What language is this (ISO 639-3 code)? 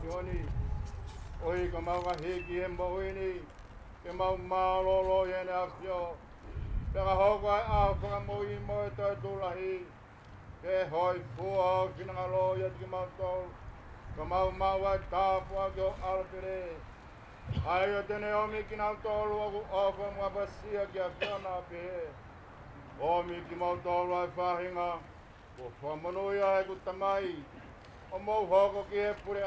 ton